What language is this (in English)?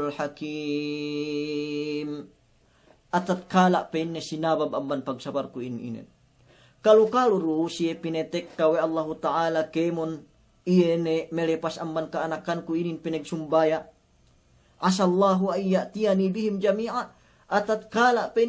Yakan